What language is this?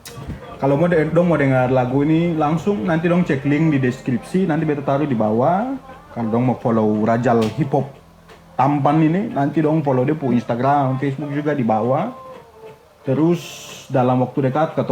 Ambonese Malay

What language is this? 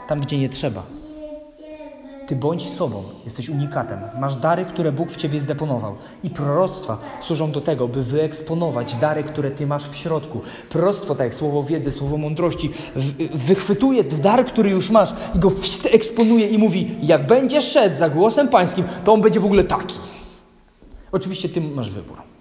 Polish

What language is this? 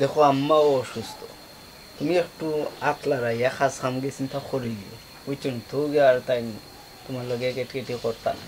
Sylheti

